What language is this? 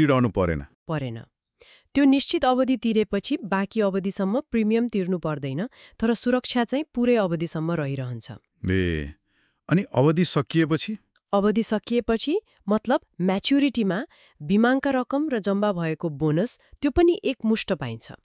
Nepali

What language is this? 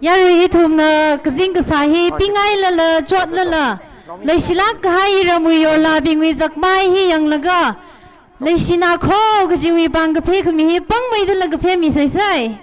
Tangkhul Naga (India)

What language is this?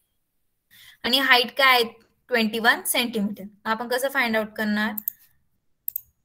Marathi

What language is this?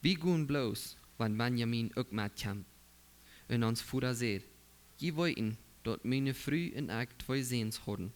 Plautdietsch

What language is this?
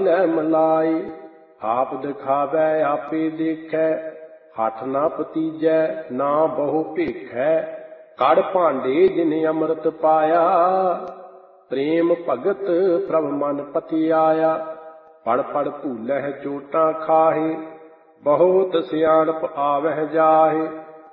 Punjabi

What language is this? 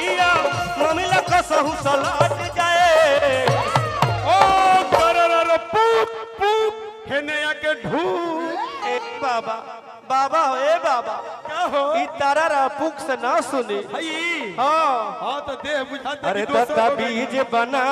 Magahi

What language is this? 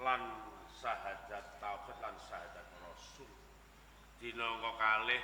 Javanese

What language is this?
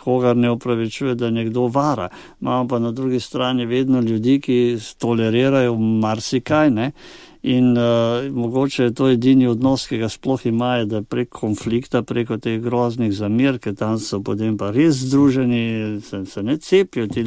Slovenian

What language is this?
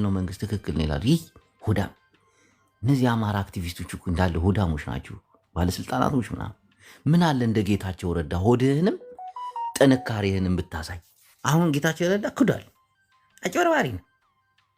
Amharic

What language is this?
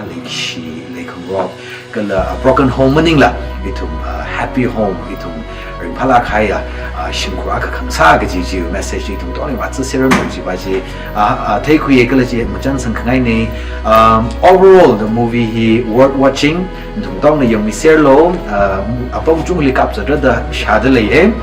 Tangkhul Naga (India)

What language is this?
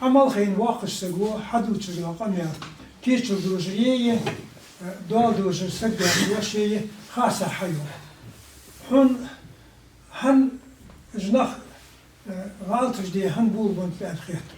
Ingush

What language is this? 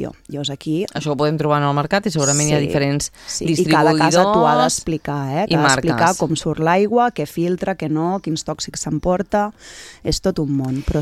Catalan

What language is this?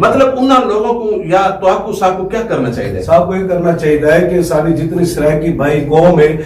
Saraiki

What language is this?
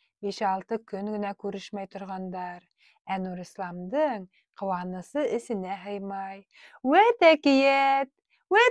Bashkir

